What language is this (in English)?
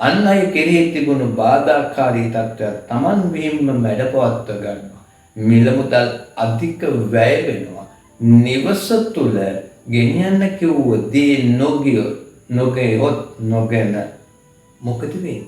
Sinhala